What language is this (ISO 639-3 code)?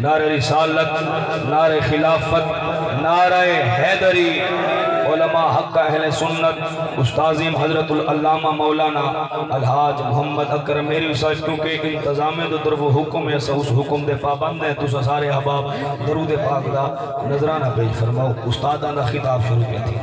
skr